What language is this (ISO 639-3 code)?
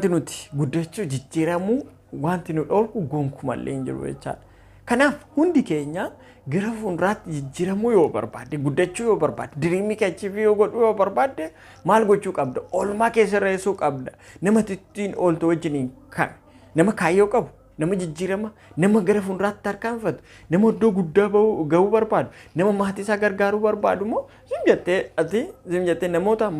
orm